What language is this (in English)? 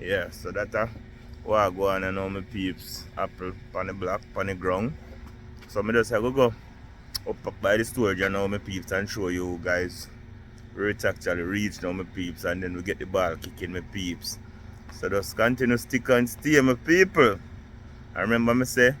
Jamaican Creole English